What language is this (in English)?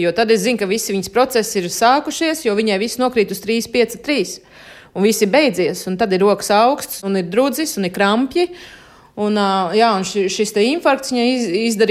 Latvian